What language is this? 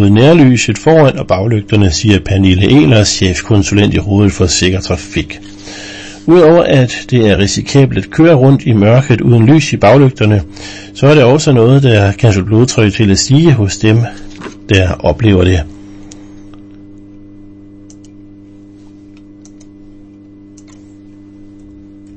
Danish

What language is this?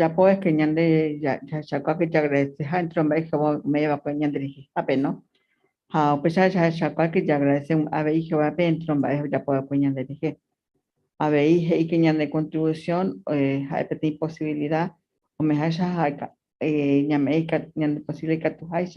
Guarani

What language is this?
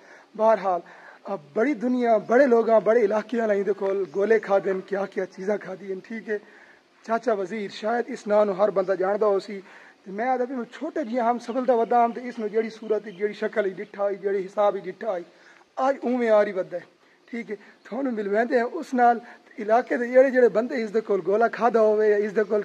Saraiki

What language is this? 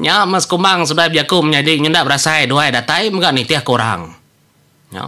Iban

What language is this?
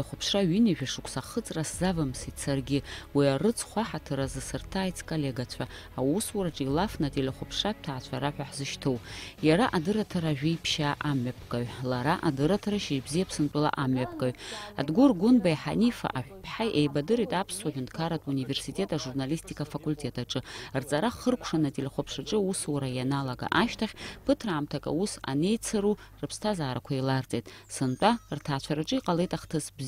Abkhazian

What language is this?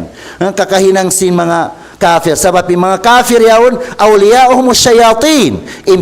Tausug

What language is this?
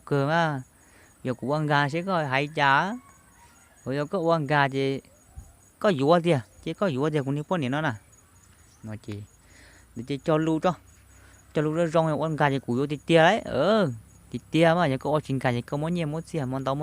Hmong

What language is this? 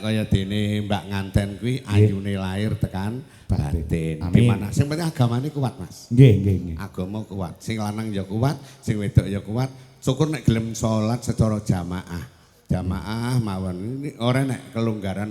Javanese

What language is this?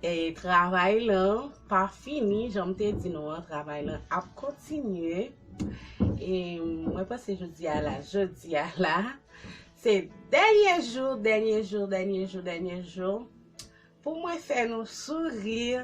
Haitian Creole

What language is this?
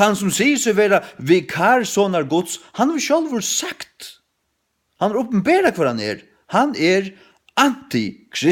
Faroese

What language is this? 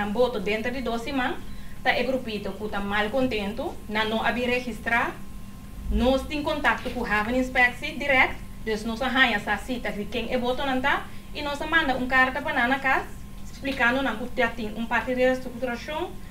Papiamento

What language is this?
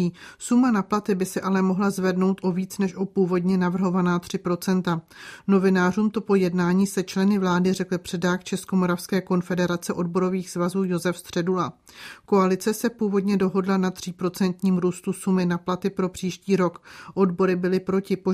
Czech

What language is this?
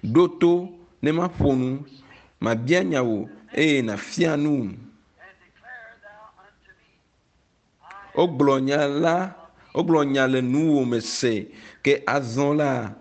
Ewe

